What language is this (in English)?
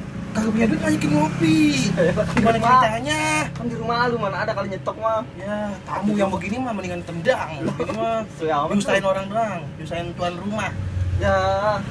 Betawi